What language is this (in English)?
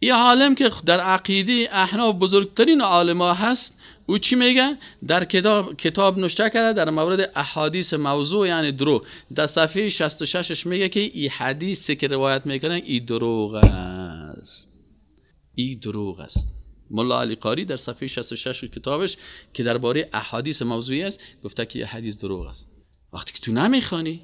Persian